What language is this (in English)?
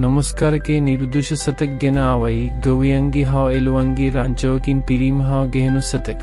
Sinhala